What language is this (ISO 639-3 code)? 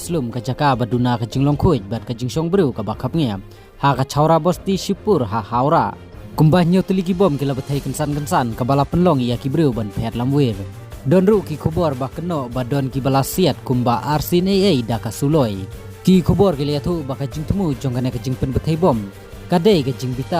kha